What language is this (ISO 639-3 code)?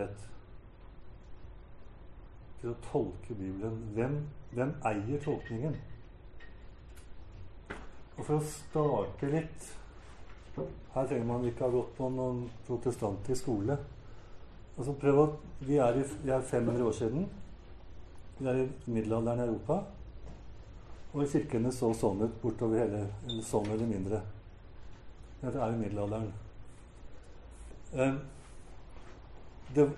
nor